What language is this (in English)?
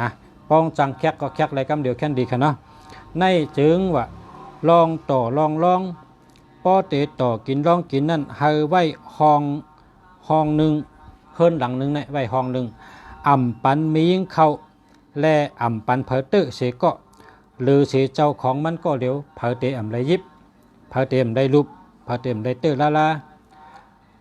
Shan